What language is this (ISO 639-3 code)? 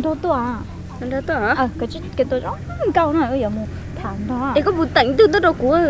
hmn